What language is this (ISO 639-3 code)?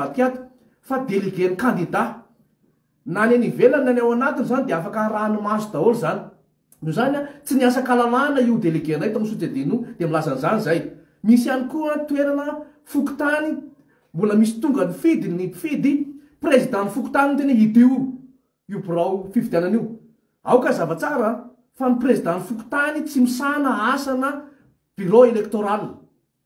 mlg